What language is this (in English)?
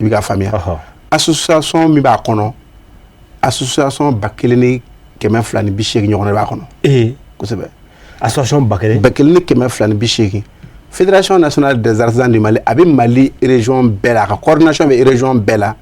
Bambara